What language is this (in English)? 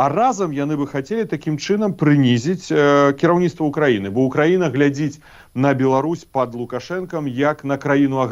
Belarusian